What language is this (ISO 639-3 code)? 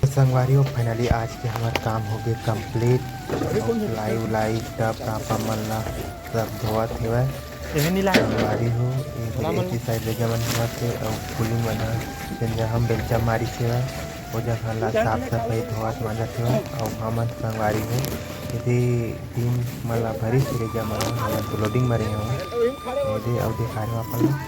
hne